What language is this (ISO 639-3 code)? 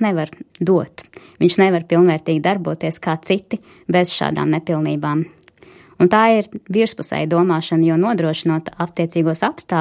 lav